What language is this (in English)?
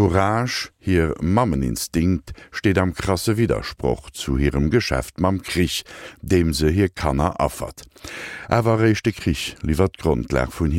Luxembourgish